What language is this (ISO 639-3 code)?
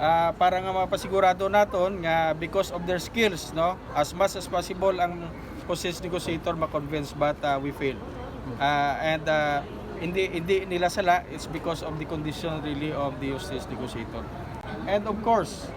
hil